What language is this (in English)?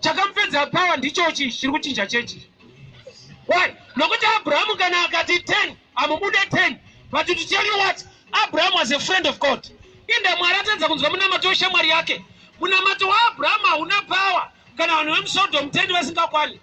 Shona